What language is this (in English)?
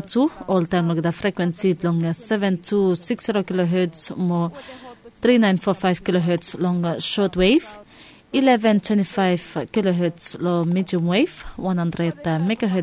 Bislama